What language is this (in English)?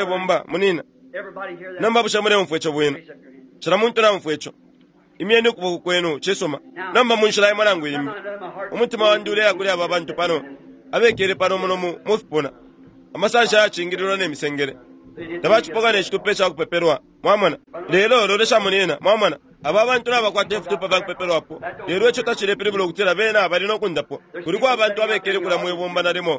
Bemba